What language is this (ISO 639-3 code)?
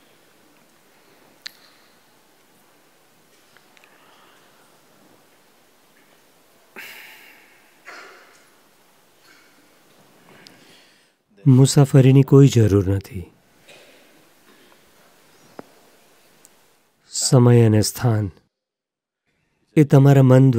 guj